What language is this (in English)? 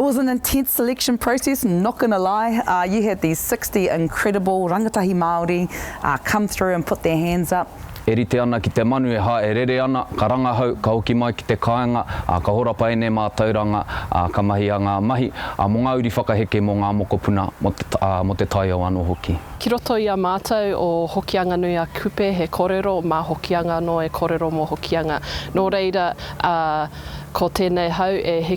Māori